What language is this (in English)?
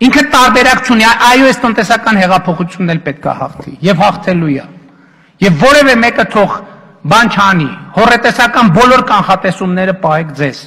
Armenian